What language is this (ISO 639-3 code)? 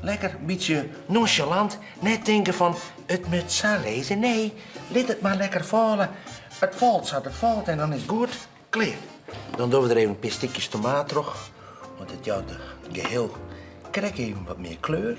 fry